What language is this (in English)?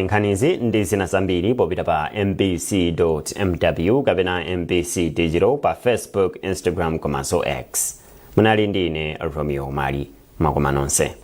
Nyanja